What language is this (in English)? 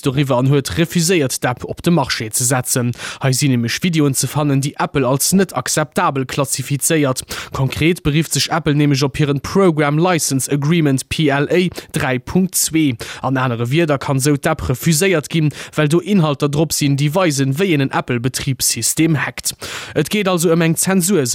Luxembourgish